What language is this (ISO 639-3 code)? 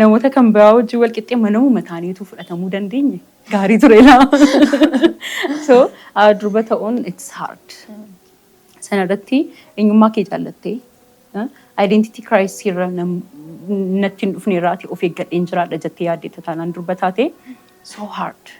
orm